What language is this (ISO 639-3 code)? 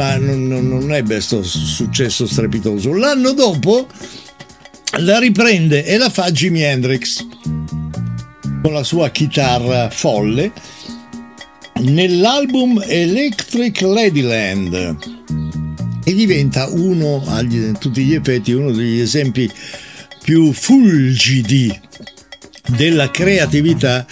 ita